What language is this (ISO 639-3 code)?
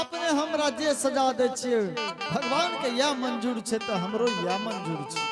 anp